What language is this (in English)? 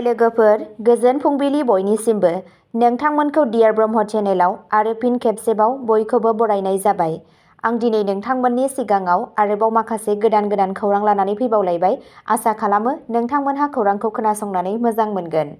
Bodo